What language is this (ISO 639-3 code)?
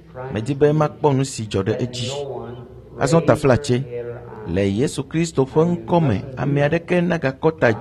ewe